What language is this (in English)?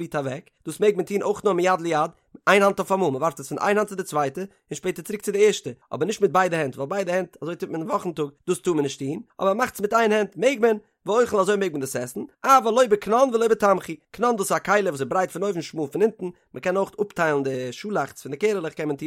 Yiddish